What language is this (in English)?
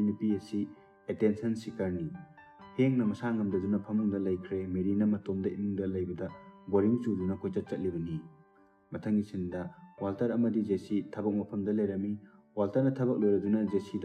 Manipuri